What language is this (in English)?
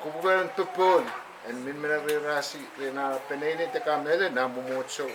Pohnpeian